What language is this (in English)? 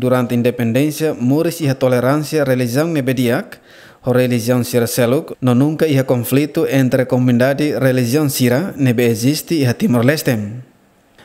Tetum